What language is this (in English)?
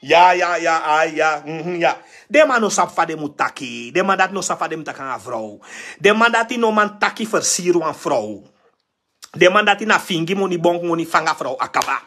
Sranan Tongo